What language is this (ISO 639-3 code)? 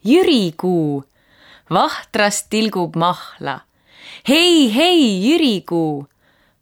est